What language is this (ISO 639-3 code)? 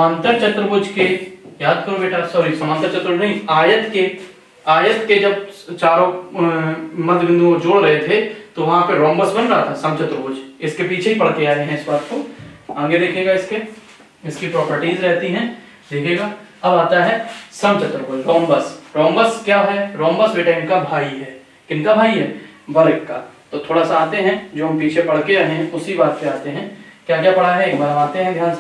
hin